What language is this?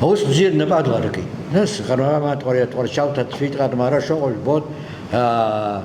Abkhazian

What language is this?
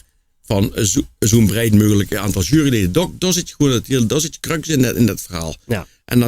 Limburgish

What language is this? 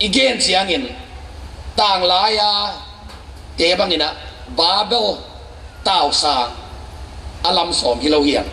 Tedim Chin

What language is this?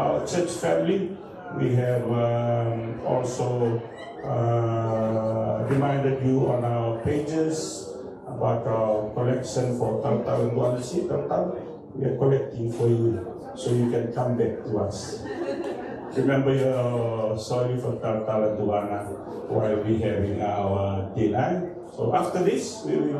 Fijian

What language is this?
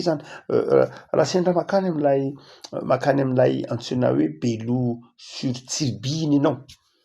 Malagasy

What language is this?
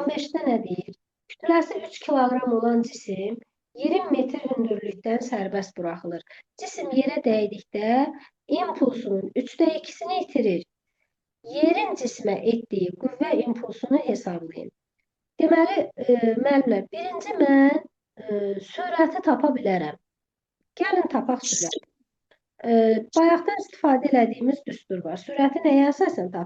Azerbaijani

